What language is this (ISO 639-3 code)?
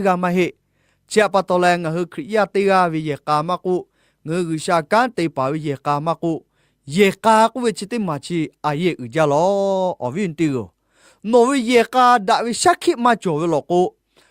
lhu